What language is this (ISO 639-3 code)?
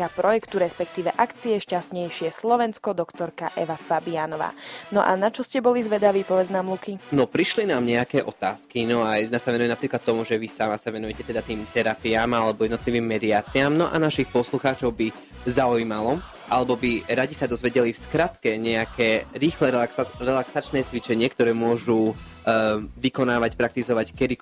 slk